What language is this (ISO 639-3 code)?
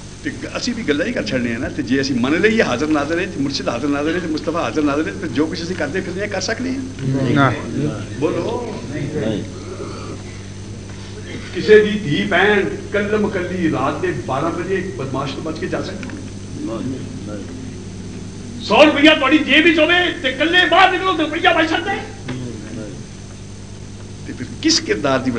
lah